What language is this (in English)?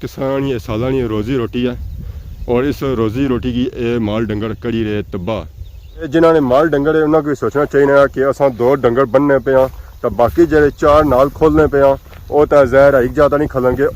Pahari-Potwari